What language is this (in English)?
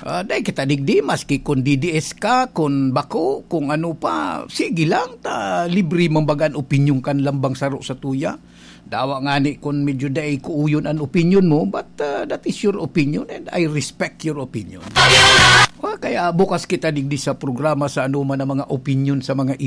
Bikol